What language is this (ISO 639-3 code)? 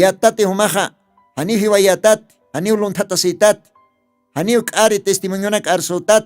aym